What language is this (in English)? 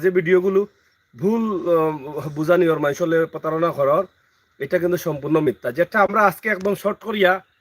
Sylheti